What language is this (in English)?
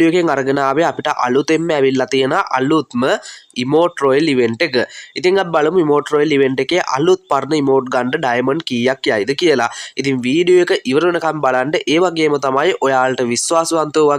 Sinhala